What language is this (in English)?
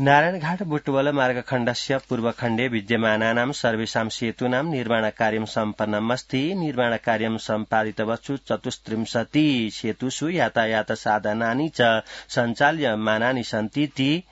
Sanskrit